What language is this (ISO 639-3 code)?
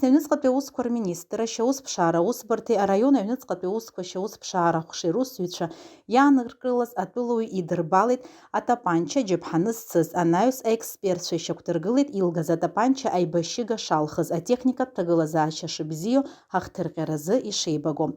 abk